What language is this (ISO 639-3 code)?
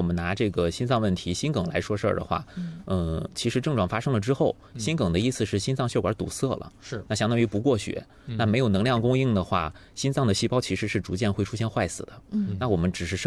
zho